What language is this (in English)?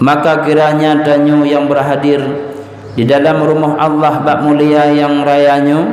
Achinese